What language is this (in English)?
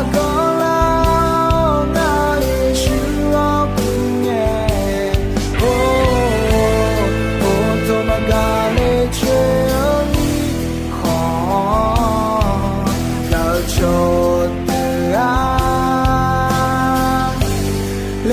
Akha